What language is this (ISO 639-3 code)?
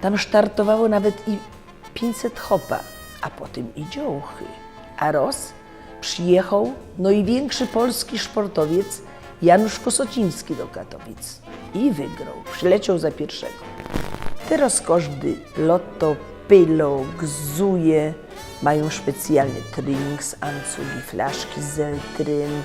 szl